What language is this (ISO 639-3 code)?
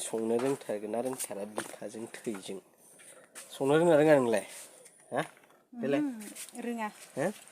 brx